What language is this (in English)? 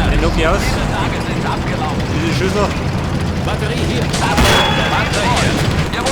Bavarian